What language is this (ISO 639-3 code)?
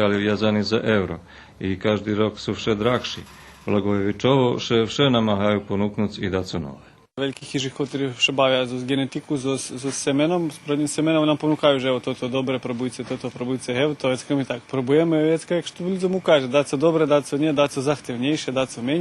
rue